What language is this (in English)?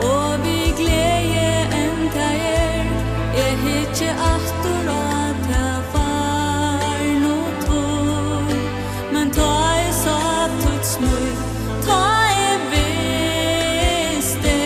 Faroese